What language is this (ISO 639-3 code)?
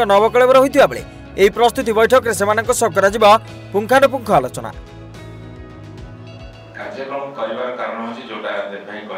ori